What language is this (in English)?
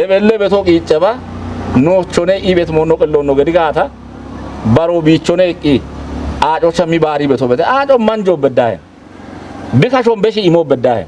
Kafa